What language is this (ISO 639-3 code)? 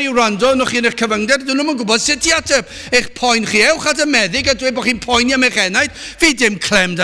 cym